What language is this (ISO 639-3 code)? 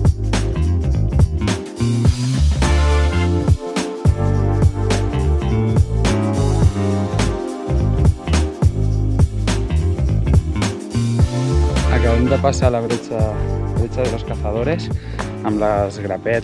cat